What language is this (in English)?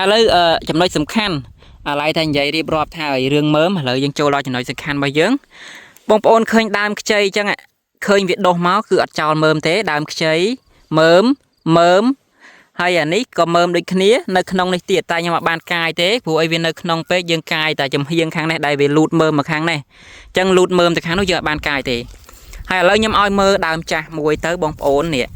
Khmer